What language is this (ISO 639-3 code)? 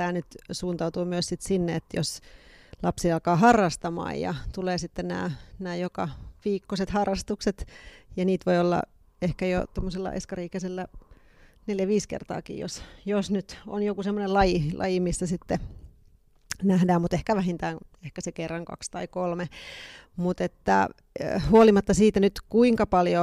fin